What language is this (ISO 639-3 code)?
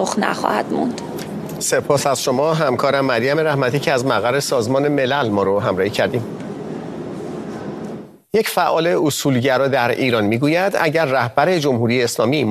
fas